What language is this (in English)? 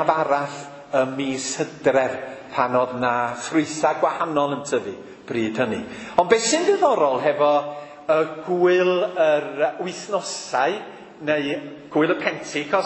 Welsh